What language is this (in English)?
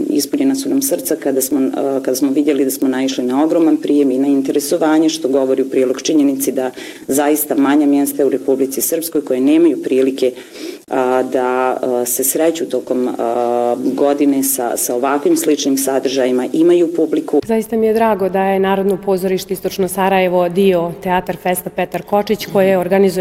Bosnian